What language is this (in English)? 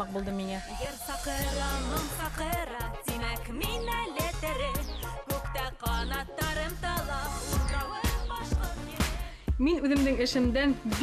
Bashkir